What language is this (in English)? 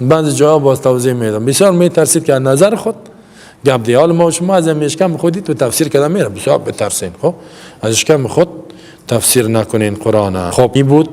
Persian